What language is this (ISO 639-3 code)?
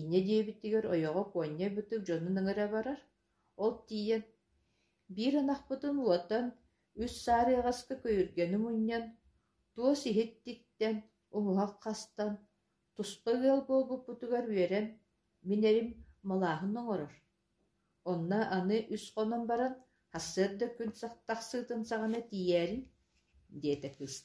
sah